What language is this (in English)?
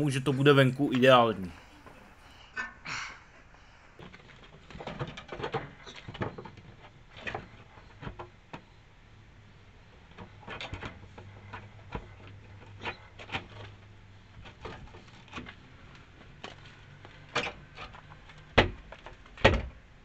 Czech